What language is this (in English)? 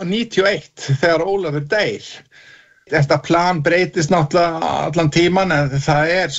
Icelandic